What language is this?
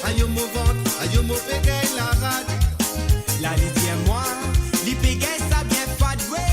Morisyen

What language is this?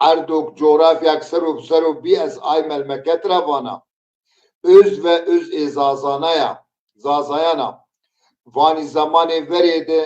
Zaza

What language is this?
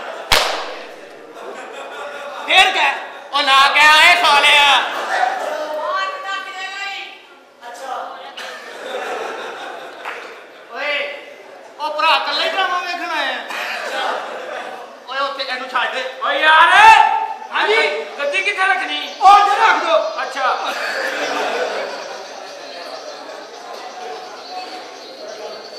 Punjabi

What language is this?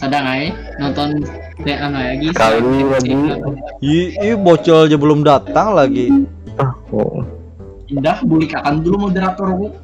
Banjar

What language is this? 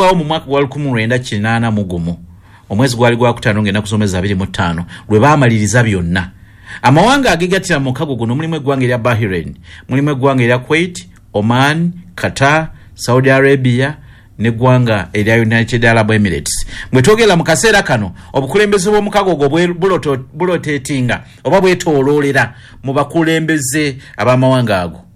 Ganda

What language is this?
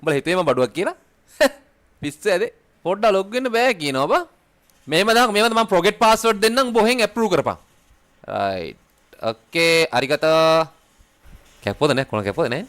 Sinhala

